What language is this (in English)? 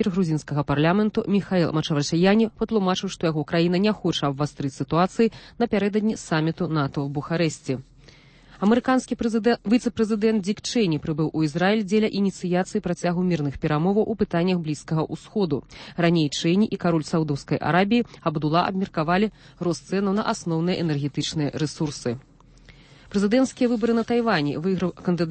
Belarusian